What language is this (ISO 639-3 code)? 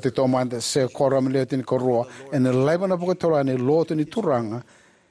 fij